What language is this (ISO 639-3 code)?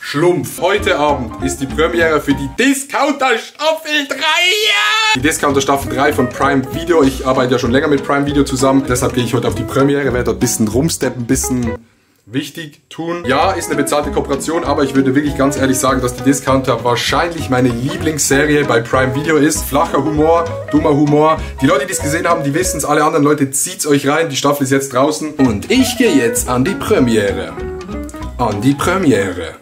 gsw